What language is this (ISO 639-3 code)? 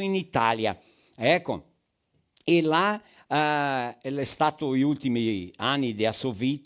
vec